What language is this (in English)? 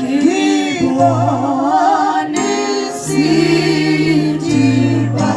Tswana